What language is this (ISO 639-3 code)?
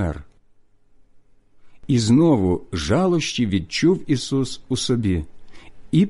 ukr